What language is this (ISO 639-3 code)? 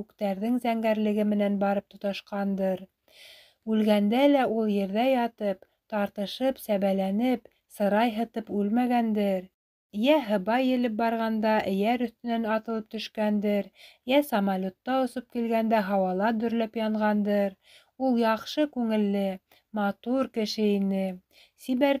bak